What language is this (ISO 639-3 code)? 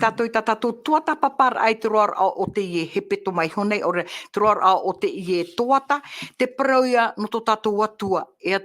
tah